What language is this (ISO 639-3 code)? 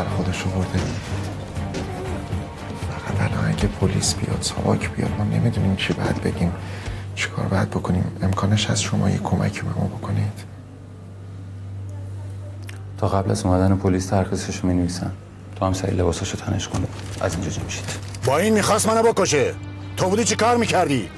fas